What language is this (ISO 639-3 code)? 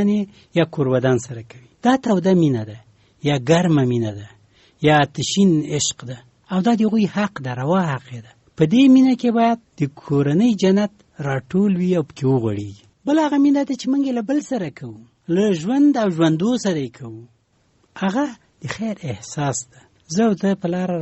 pus